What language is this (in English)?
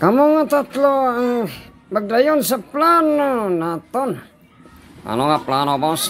Hiligaynon